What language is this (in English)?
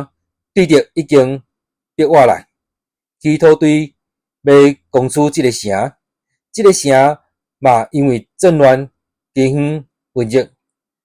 Min Nan Chinese